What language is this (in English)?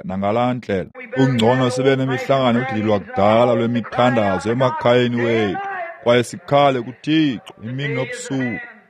Xhosa